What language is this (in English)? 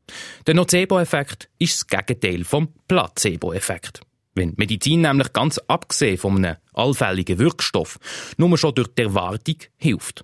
German